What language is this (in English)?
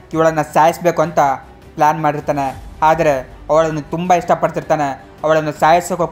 Kannada